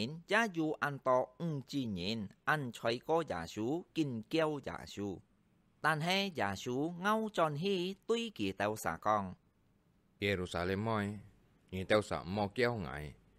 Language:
Hakka Chinese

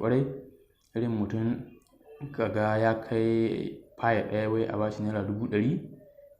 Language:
Hausa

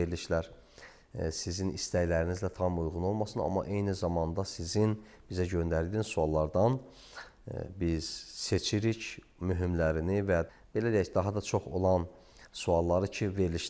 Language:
Azerbaijani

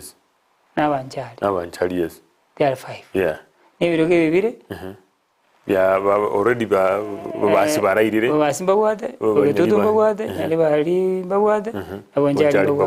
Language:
Gusii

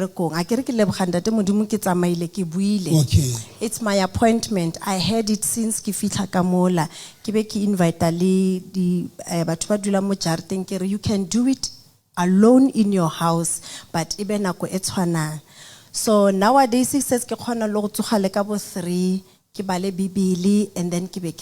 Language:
Southern Sotho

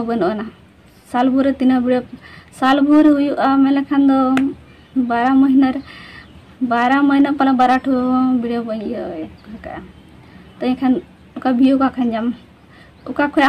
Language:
Santali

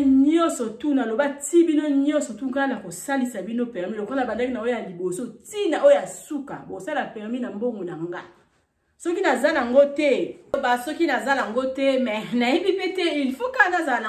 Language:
Lingala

